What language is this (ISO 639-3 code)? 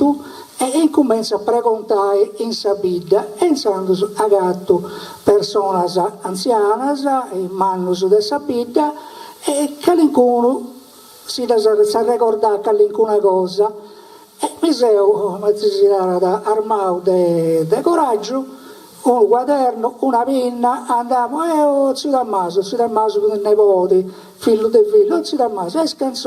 srd